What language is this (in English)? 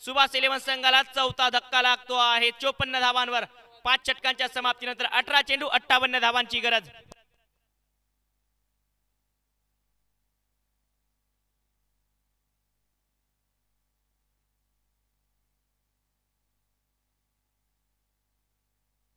Marathi